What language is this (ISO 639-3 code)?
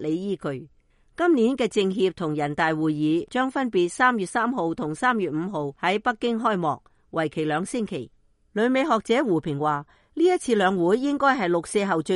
yue